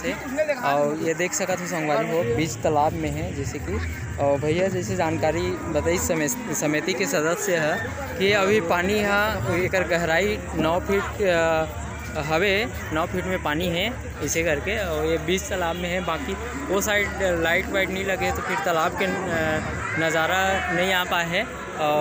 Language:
Chhattisgarhi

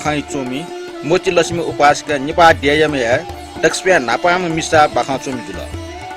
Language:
Newari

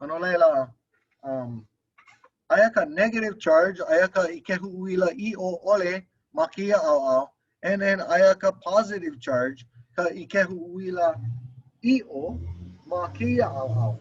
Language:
Hawaiian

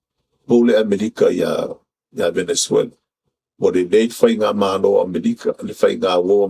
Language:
Samoan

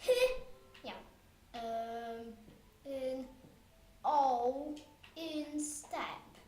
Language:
Welsh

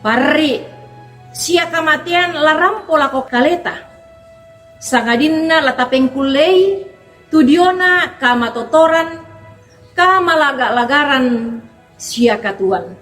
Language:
Toraja-Sa'dan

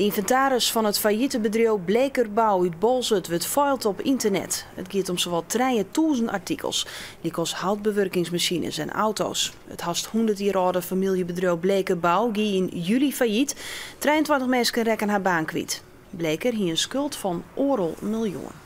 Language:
Western Frisian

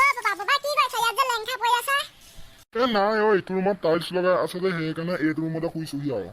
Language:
Assamese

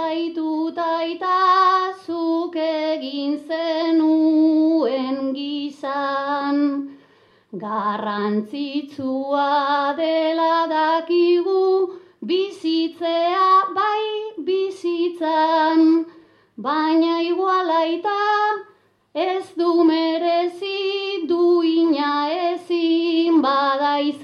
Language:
Basque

